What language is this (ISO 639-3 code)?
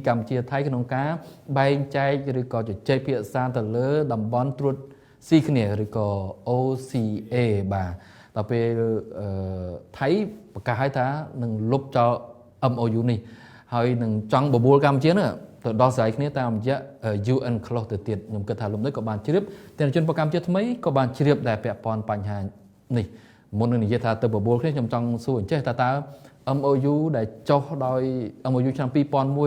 khm